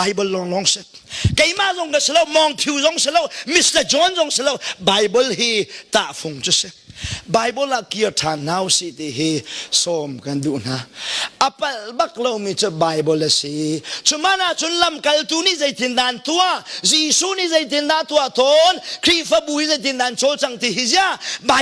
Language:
Hakha Chin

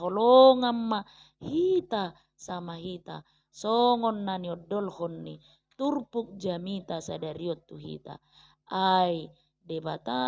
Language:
Batak Toba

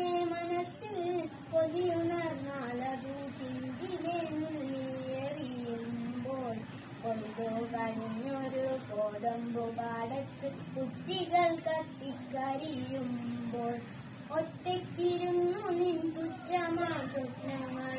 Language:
Malayalam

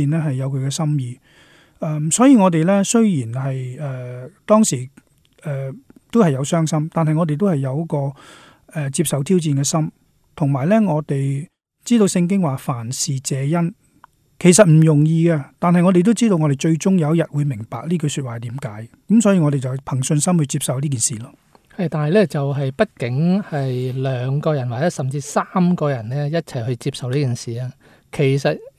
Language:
Cantonese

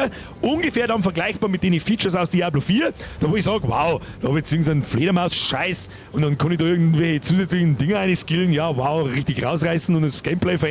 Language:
Bavarian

